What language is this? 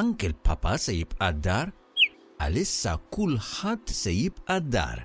Maltese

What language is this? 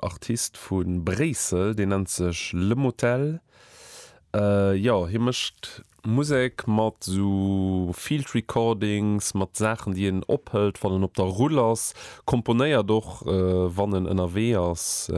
Luxembourgish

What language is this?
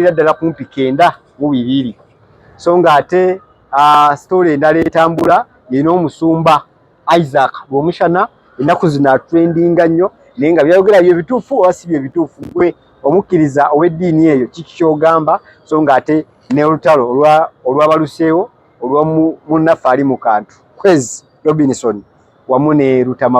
Ganda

